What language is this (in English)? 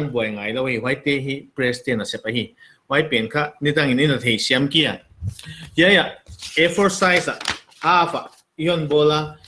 Paite Chin